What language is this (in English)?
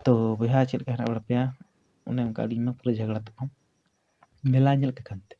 Santali